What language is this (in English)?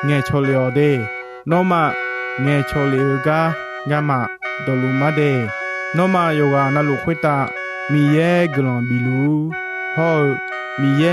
Akha